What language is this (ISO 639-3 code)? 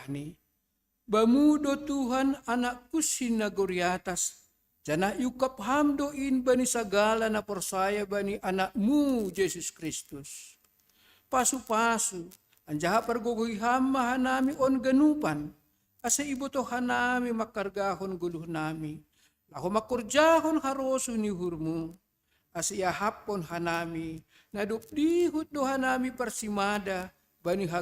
bts